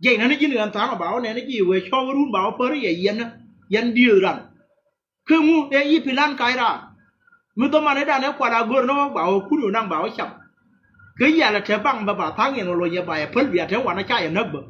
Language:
Nuer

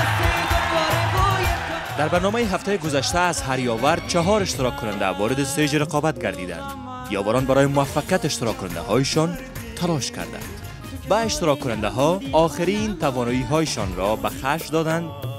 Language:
Persian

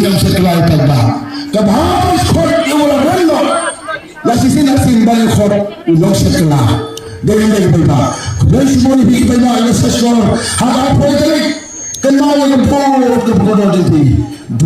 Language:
Khasi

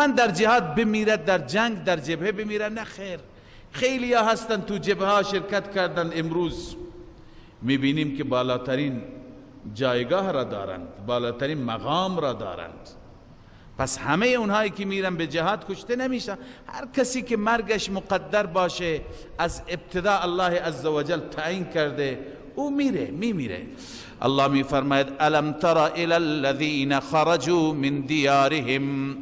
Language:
Persian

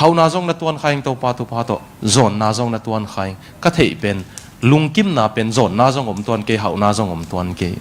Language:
Tedim Chin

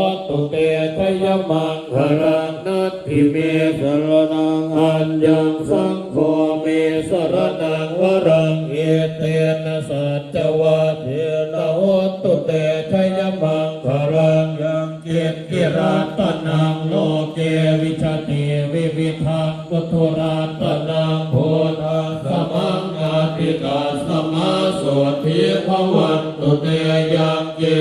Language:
Pali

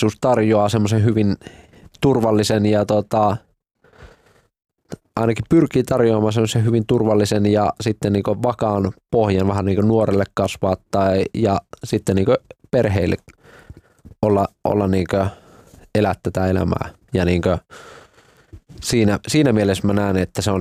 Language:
Finnish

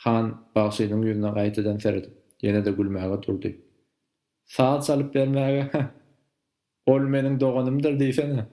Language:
Turkmen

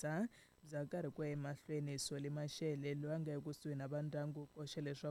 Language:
Tsonga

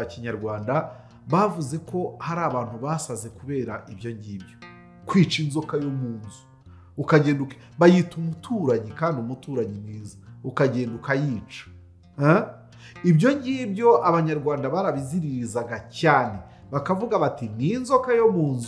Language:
Kinyarwanda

